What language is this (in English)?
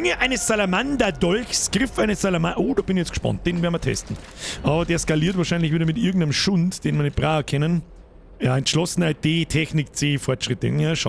Bavarian